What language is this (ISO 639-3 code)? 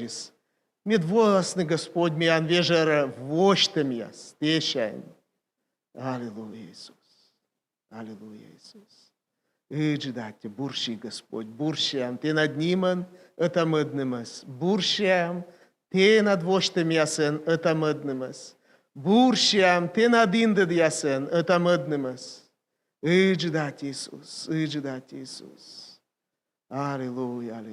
kom